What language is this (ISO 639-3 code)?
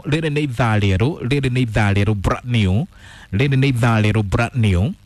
kik